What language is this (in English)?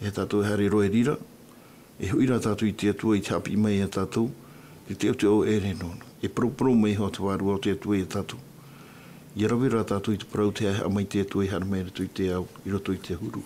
Tahitian